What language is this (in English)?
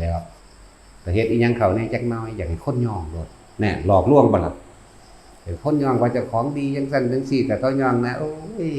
Northeastern Thai